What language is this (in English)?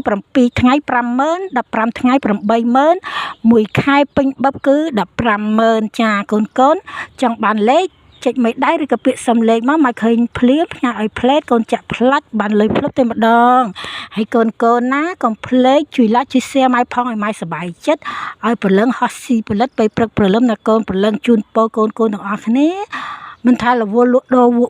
Khmer